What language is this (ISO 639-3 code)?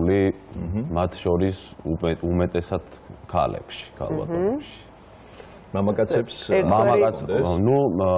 kat